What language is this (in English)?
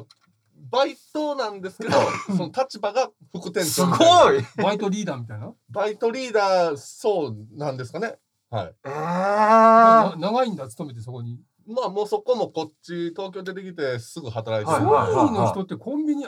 Japanese